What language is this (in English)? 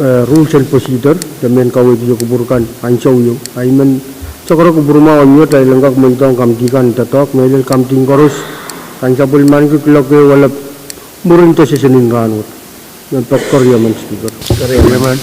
Pohnpeian